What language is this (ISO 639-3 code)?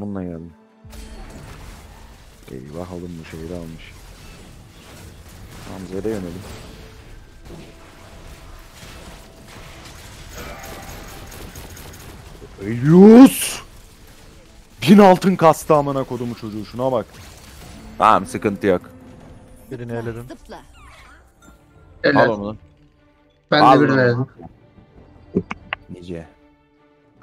tur